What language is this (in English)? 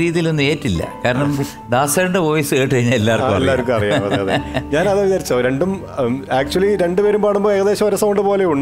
Malayalam